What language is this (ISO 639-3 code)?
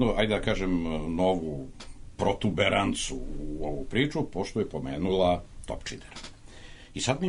srp